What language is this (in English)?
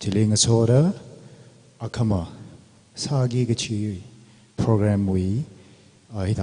Tangkhul Naga (India)